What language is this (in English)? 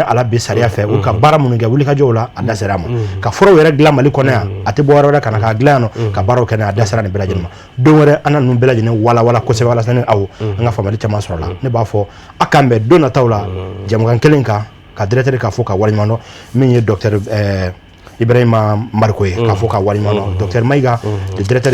Bambara